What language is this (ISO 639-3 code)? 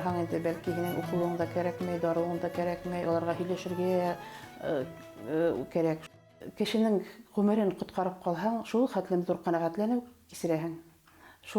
bak